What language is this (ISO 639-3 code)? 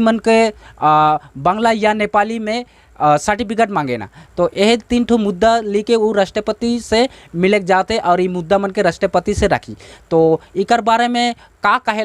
sck